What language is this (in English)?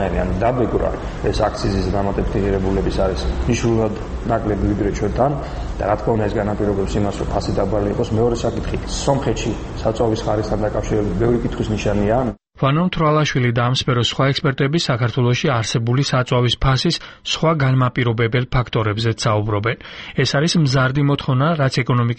Georgian